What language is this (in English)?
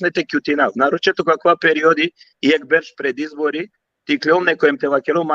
Balkan Romani